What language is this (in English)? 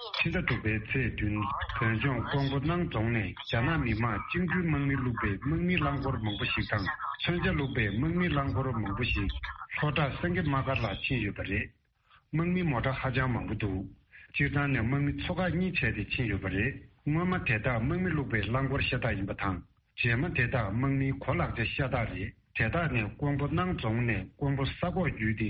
Tibetan